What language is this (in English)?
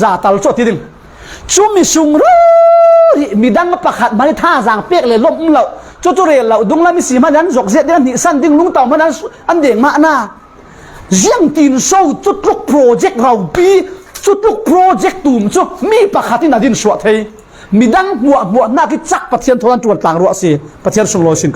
Falam Chin